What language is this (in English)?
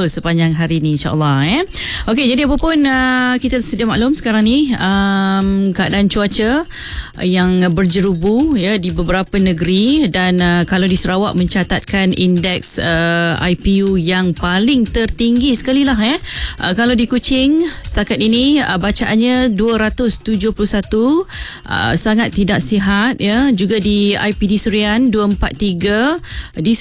Malay